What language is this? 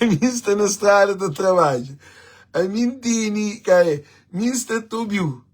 Kabuverdianu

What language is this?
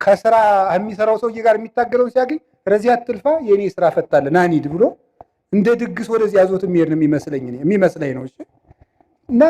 Amharic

